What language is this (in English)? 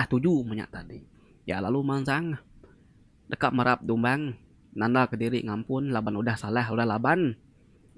Iban